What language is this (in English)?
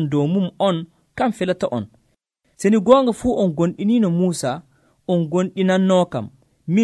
Nigerian Fulfulde